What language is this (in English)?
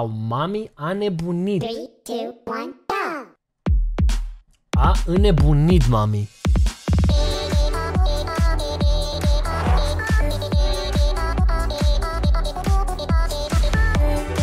Romanian